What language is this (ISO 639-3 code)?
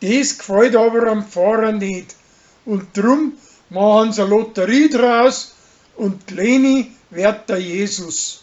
bar